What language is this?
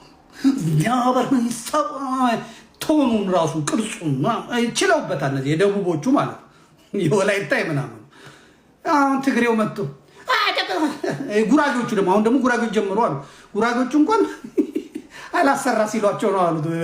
Amharic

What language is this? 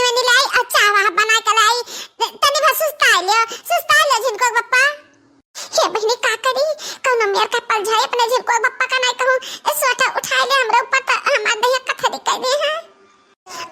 Awadhi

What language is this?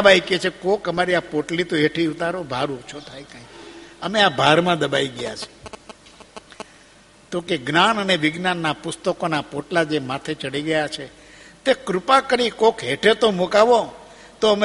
Gujarati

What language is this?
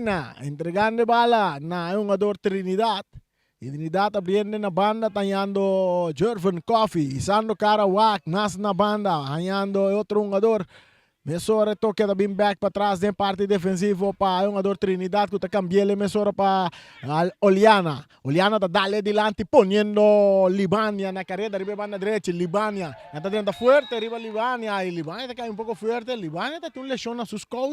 Papiamento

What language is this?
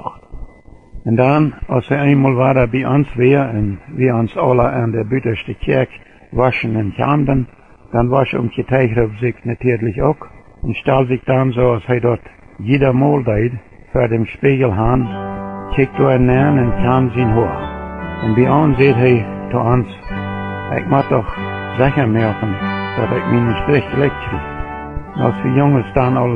Plautdietsch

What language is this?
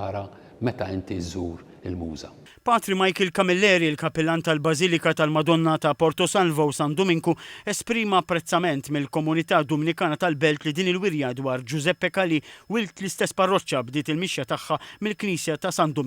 Maltese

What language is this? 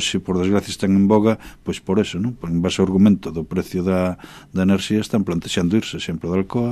Galician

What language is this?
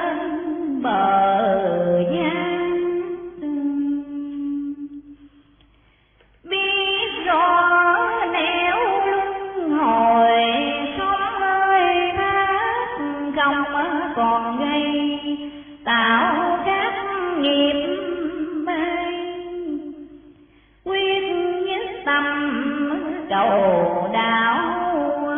Vietnamese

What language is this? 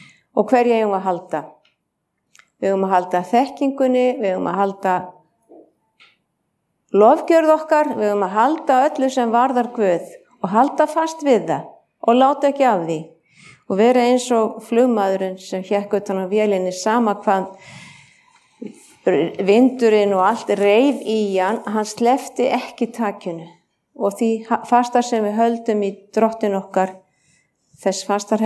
Icelandic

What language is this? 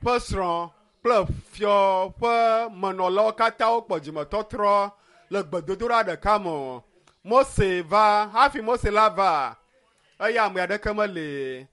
Ewe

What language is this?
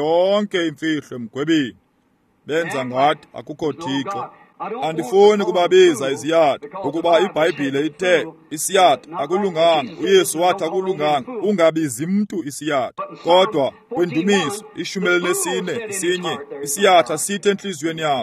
Xhosa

